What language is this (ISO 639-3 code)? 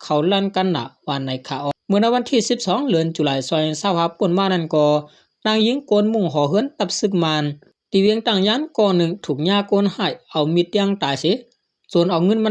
shn